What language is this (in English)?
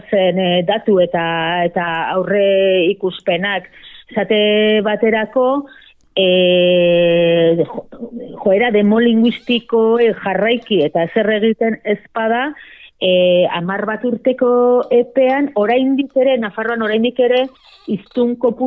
Basque